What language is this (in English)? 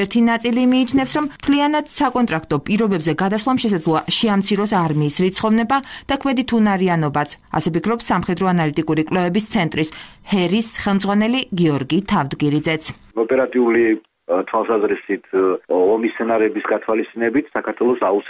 Georgian